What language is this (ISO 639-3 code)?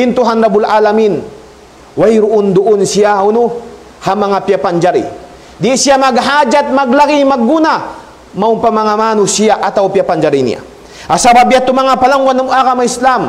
tsg